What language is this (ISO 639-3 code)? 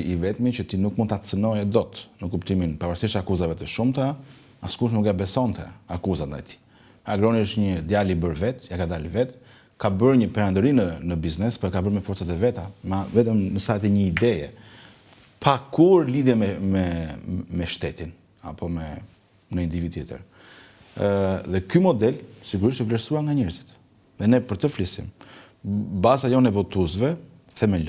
sqi